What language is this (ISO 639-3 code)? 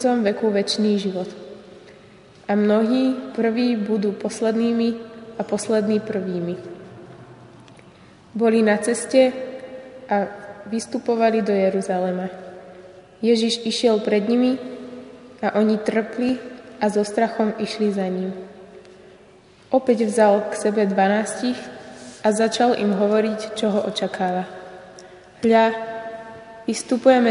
slk